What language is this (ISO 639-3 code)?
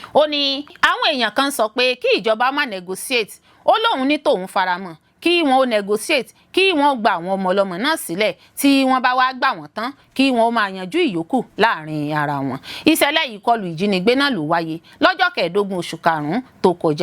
yor